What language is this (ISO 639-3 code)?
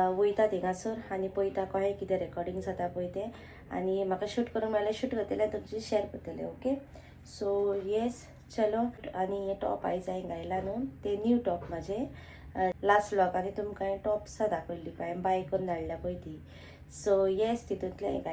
kok